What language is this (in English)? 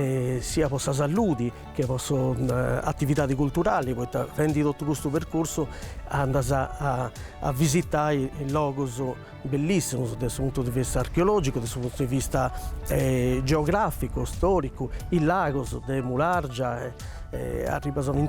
Sardinian